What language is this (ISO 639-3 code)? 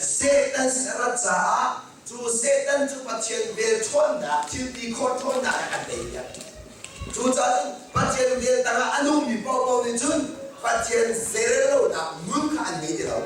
cnh